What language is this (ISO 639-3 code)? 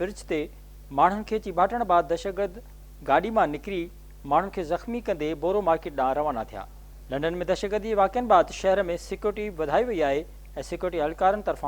snd